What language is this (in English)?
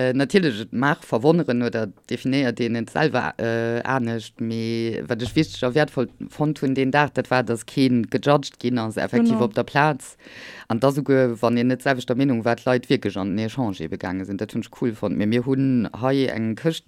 Luxembourgish